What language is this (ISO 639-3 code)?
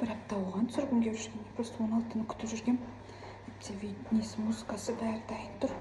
kaz